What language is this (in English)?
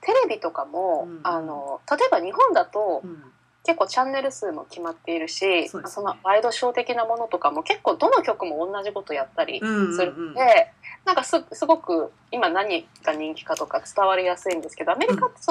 Japanese